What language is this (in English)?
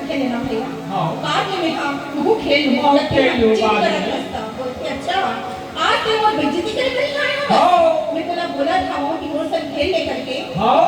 Chhattisgarhi